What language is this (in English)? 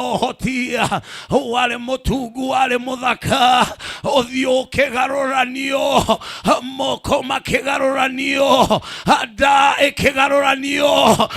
Kikuyu